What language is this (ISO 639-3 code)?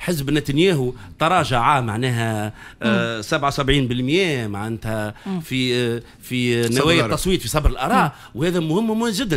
aeb